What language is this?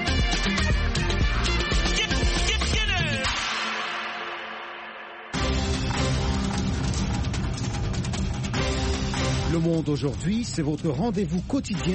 French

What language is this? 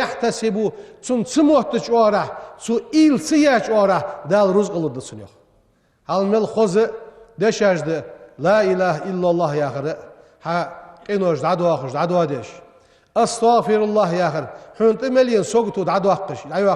Ingush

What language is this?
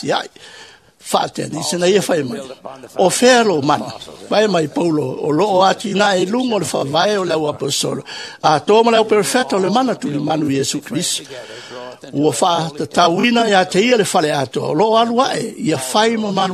Samoan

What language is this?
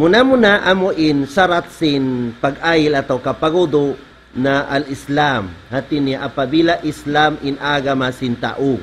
Tausug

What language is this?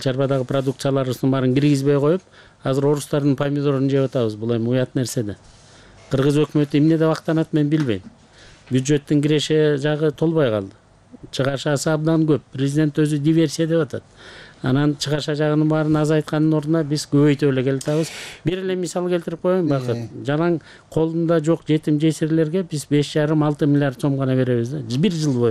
Kyrgyz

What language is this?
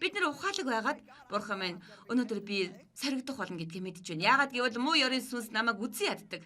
Mongolian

